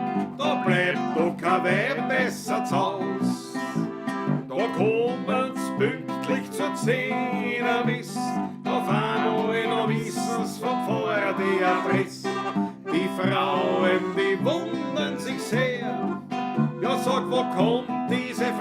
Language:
Bavarian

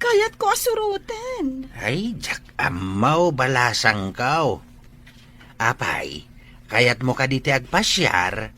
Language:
Iloko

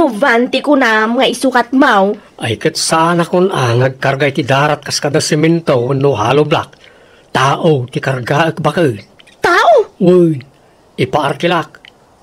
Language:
Iloko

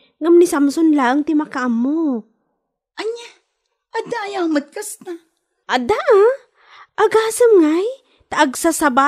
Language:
Iloko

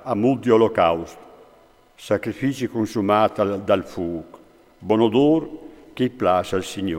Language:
Friulian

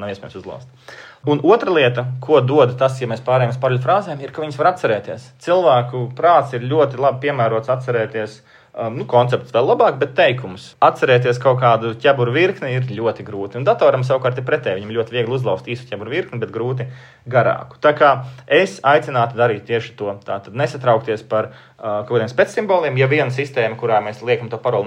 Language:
Latvian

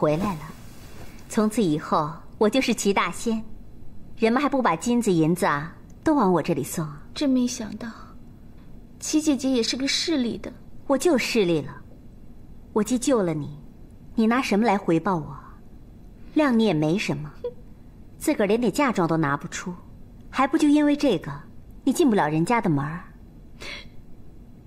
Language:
Chinese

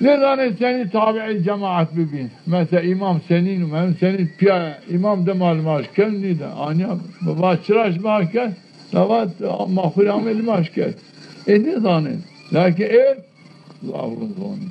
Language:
Zaza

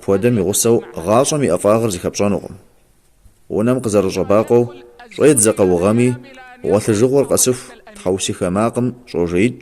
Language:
Kabardian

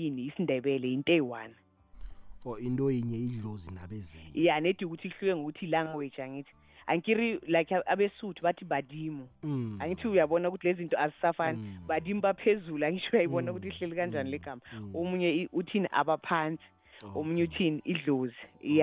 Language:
South Ndebele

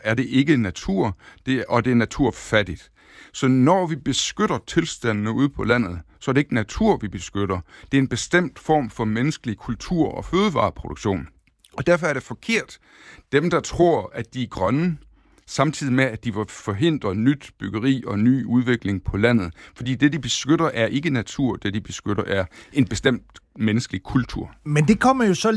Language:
Danish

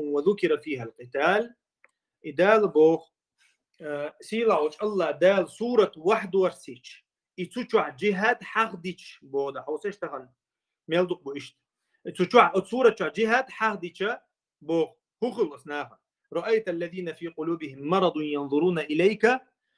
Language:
Chechen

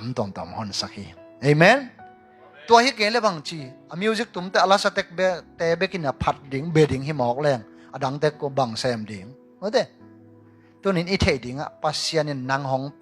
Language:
Tedim Chin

